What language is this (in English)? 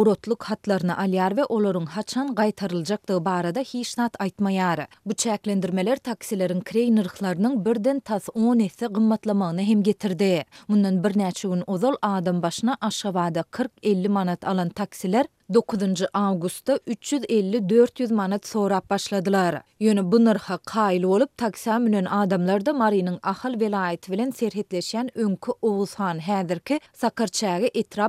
Turkmen